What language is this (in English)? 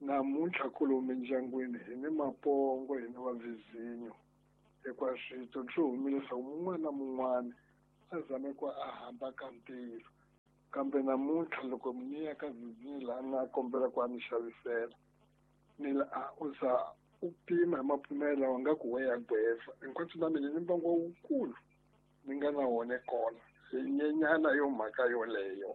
Tsonga